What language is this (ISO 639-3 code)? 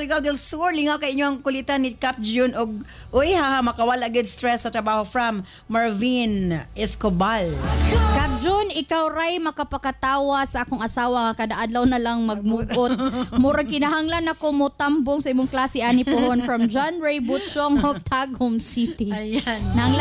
ceb